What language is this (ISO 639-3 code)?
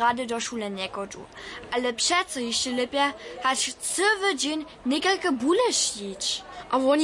hsb